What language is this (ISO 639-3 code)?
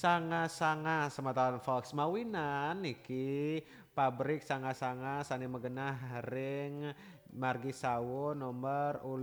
ban